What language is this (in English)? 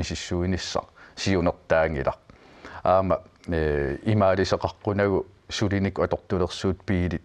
Kalaallisut